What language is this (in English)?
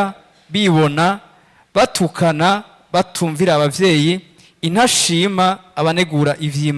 Rundi